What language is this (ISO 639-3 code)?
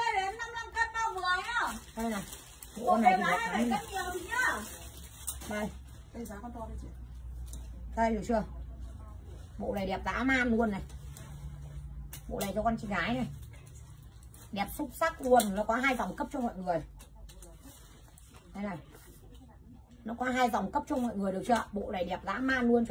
vie